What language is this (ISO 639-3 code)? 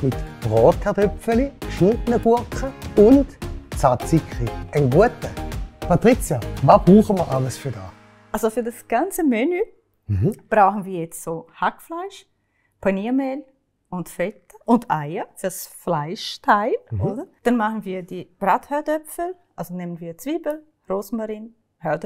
gsw